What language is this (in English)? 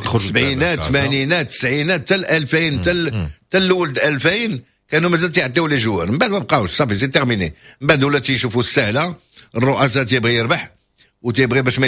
Moroccan Arabic